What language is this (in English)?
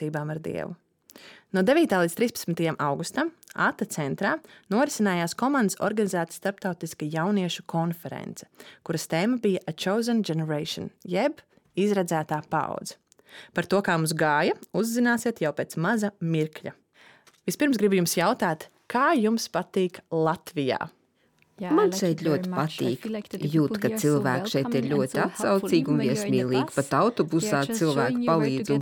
Latvian